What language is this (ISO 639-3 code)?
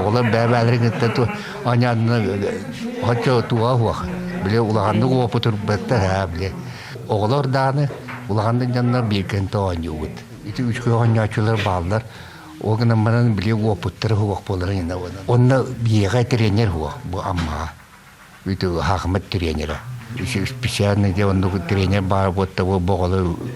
sah